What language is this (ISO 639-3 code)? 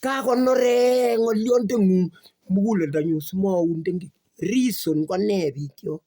kln